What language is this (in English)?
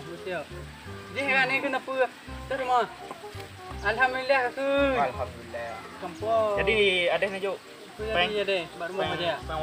Achinese